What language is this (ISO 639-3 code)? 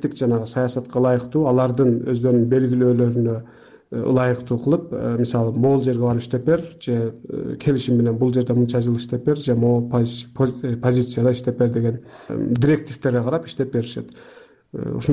kir